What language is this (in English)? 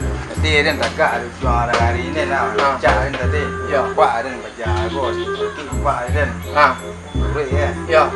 Minangkabau